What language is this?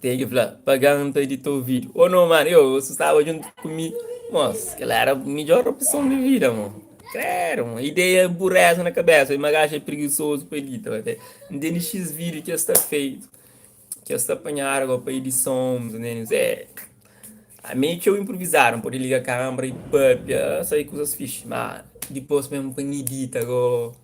Kabuverdianu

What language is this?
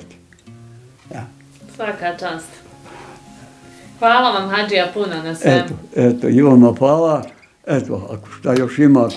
Bosnian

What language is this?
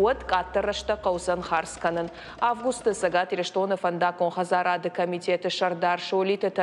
Ossetic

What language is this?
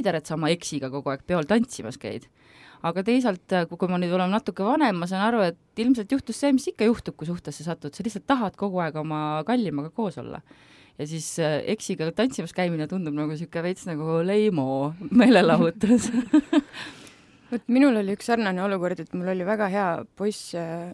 Estonian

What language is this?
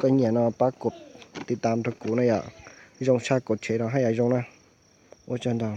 Hmong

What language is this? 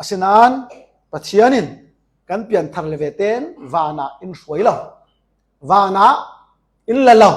Falam Chin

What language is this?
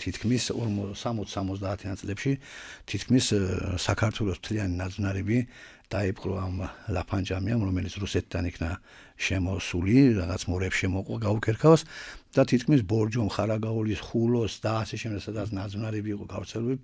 Georgian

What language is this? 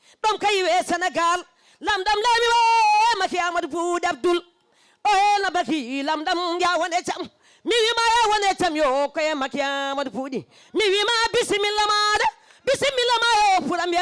Fula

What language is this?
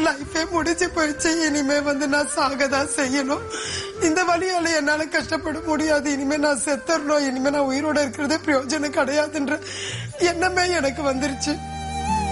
Tamil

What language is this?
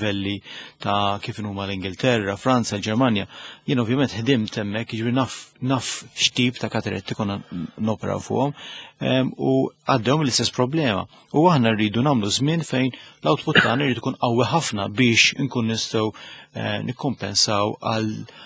Maltese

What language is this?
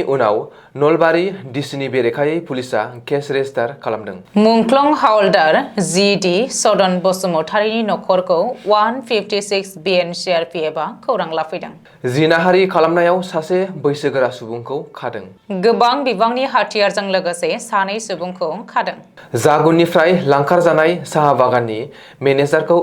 Bodo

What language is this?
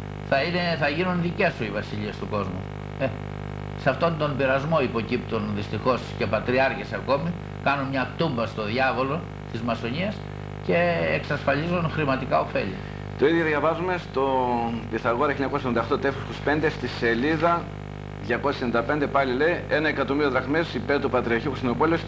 Greek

